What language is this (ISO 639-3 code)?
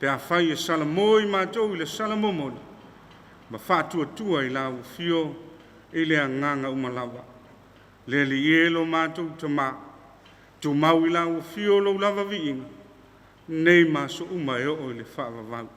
smo